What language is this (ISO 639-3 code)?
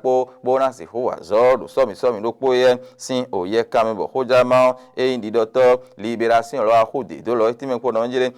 fon